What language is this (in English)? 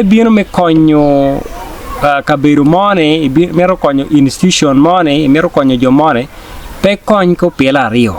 Acoli